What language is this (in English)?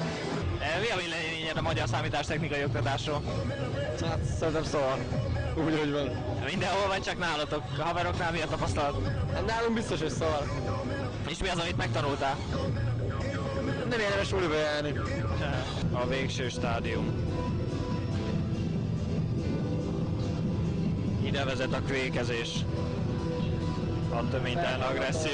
Hungarian